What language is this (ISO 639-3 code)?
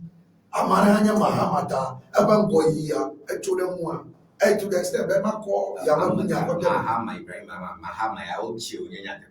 ewe